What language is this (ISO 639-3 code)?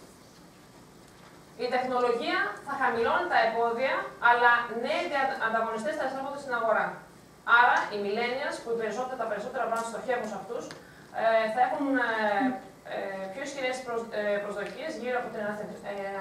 ell